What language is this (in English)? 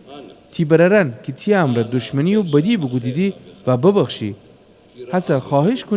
Gilaki